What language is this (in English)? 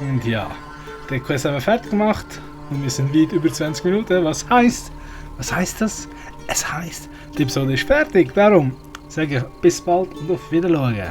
Swiss German